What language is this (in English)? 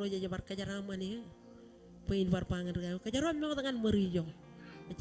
Marshallese